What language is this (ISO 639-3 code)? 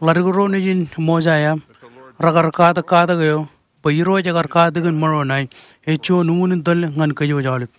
mah